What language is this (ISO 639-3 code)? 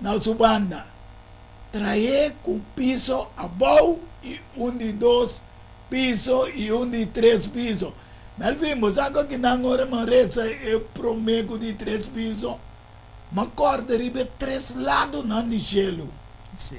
pap